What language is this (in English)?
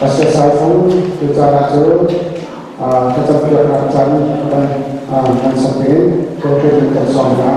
Falam Chin